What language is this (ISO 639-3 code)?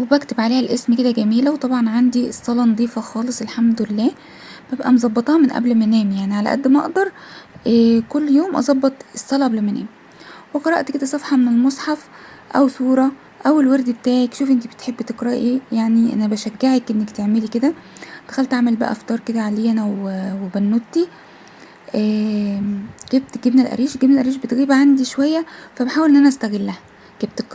arz